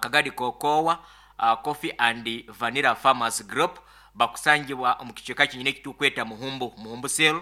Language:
Nyankole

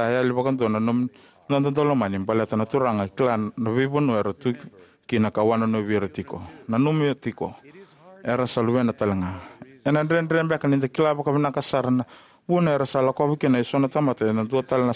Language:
Fijian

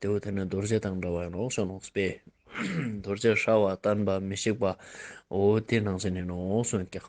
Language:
Ladakhi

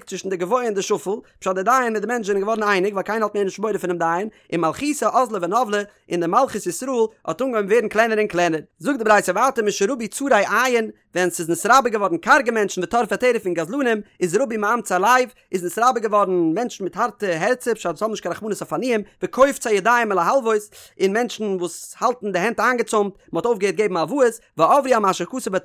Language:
Yiddish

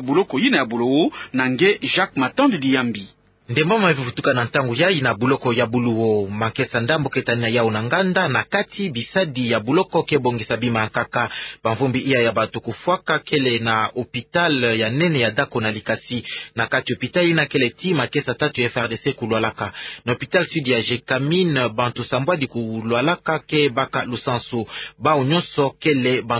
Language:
Kituba (Democratic Republic of Congo)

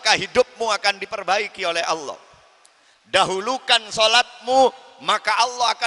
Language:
Madurese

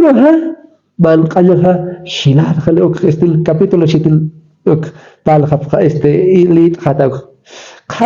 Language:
Aymara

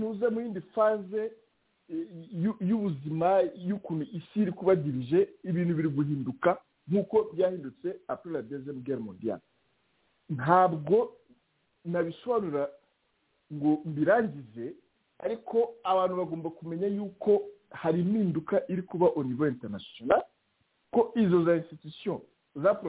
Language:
Kinyarwanda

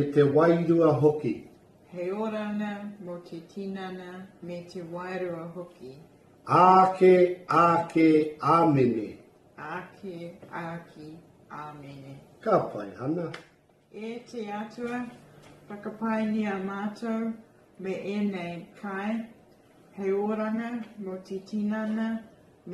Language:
Māori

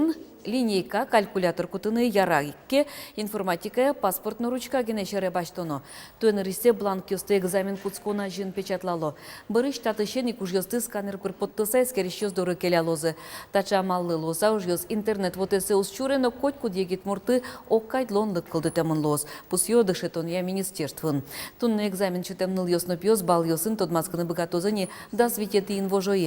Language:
Udmurt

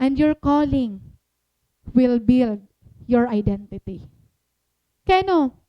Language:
Waray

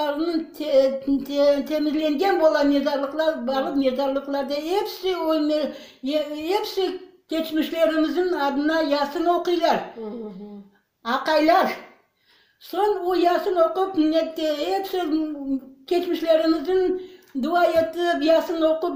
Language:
Crimean Tatar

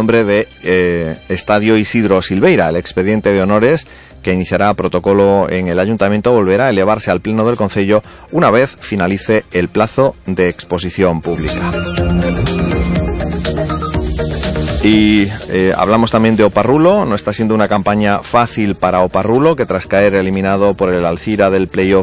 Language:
Spanish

